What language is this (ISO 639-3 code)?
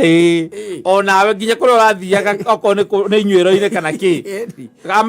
kik